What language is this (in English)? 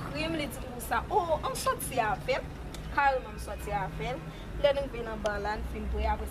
Haitian Creole